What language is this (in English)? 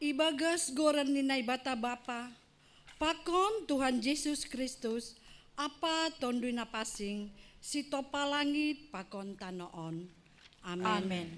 Batak Simalungun